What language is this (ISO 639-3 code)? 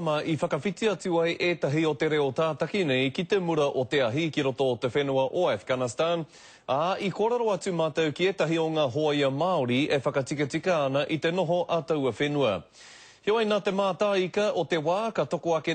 mri